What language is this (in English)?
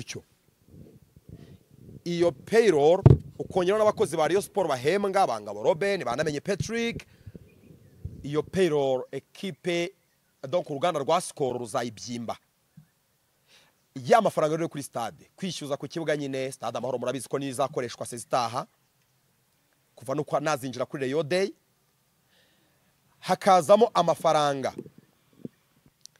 Kinyarwanda